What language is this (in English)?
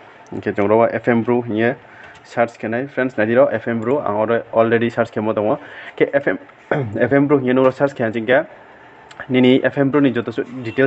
Riang (India)